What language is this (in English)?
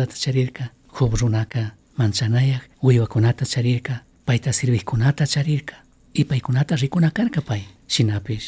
Chimborazo Highland Quichua